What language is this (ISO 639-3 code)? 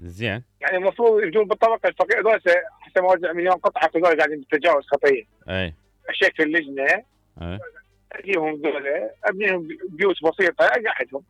acm